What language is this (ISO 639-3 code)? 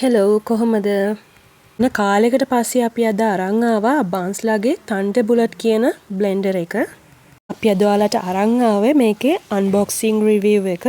sin